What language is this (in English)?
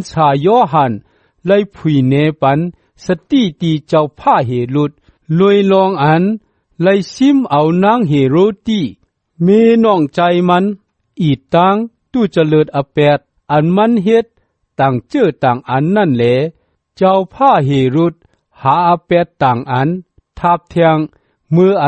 Shan